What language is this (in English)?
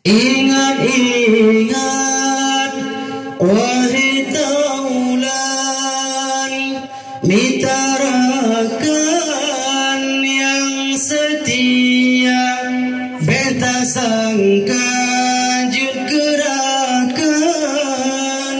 Achinese